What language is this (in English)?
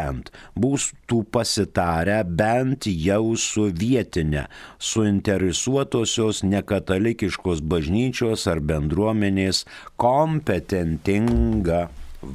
Lithuanian